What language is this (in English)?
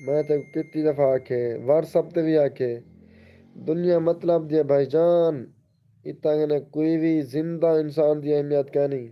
Saraiki